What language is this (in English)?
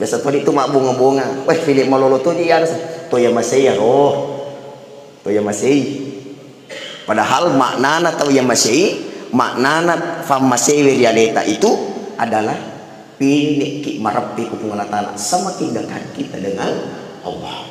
Buginese